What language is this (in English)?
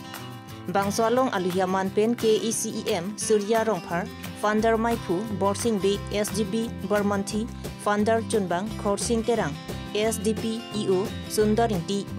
Karbi